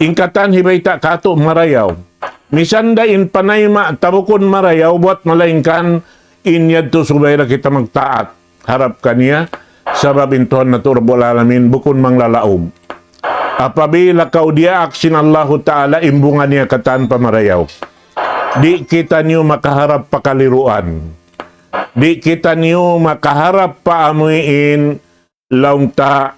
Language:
Tausug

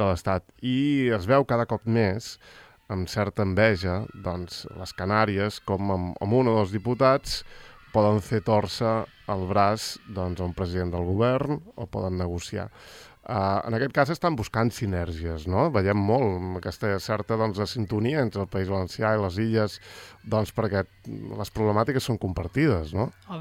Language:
Catalan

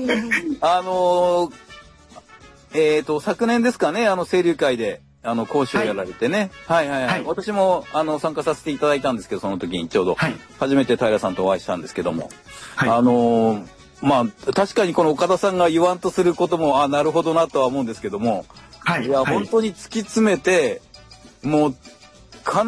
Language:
Japanese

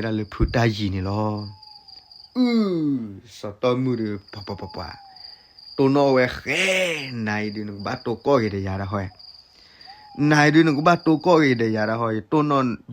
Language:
S'gaw Karen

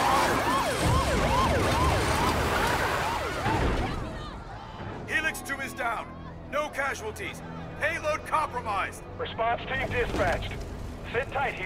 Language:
English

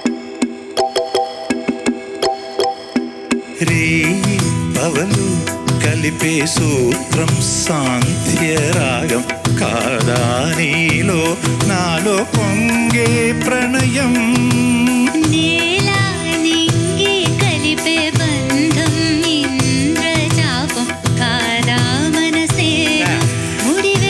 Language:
Telugu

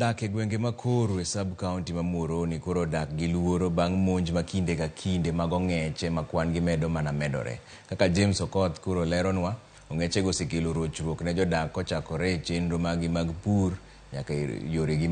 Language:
Luo (Kenya and Tanzania)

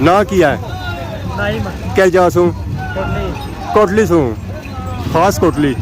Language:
Pahari-Potwari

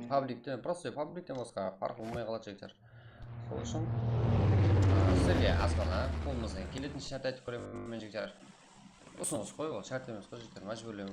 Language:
Kara-Kalpak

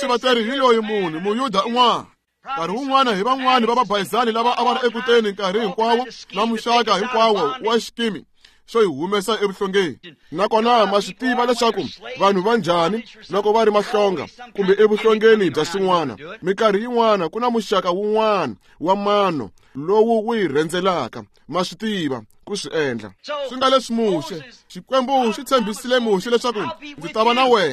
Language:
Tsonga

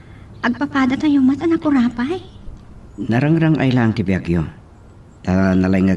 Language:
Iloko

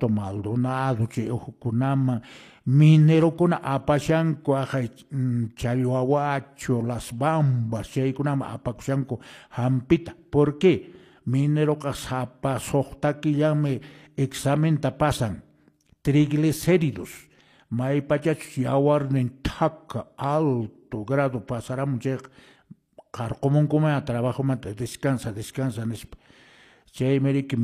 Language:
Quechua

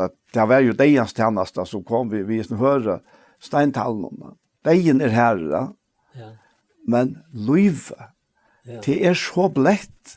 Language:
Faroese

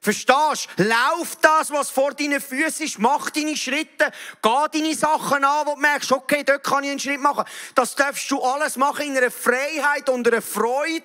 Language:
Swiss German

